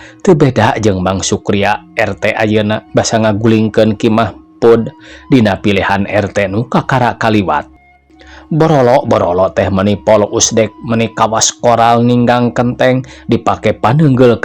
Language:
Sundanese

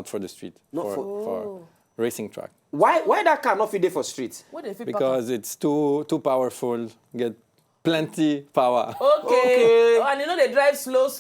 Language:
Nigerian Pidgin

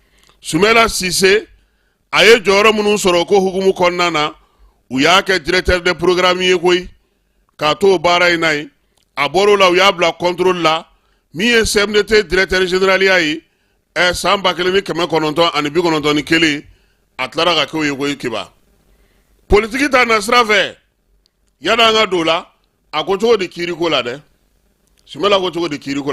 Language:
Bambara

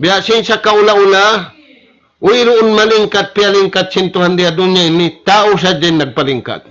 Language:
Tausug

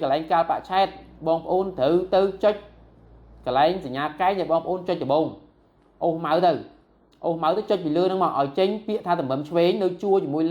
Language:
Khmer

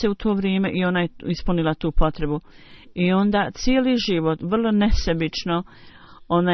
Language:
Bosnian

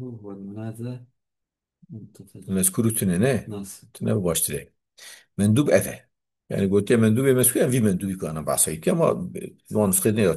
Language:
Kurdish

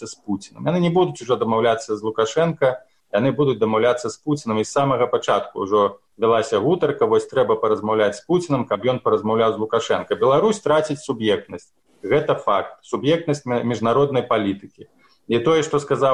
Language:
Belarusian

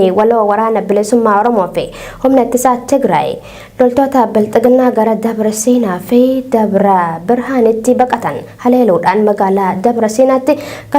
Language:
Oromo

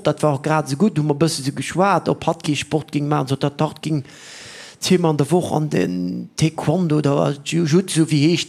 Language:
Luxembourgish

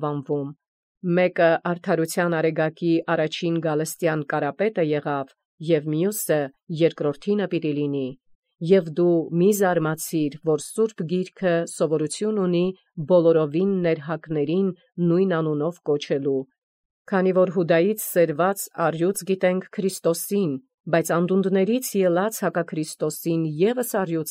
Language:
Armenian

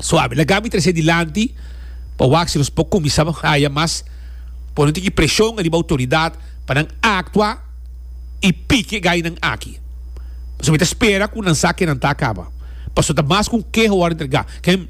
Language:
Papiamento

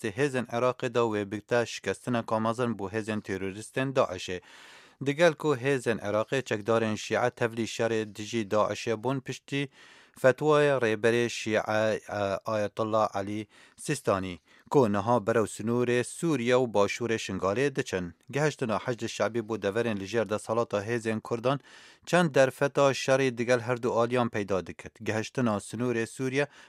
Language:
Kurdish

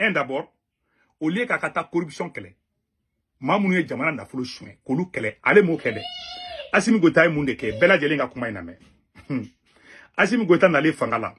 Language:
Bambara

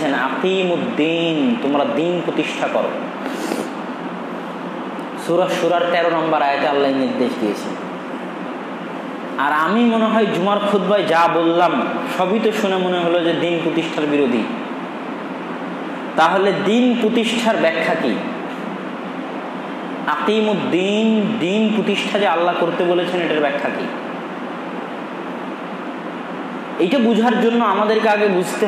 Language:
Bangla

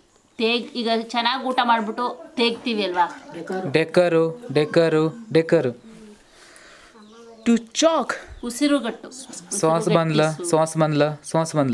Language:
Kannada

